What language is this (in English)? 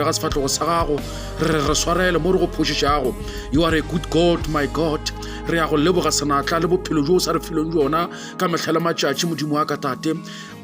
Northern Sotho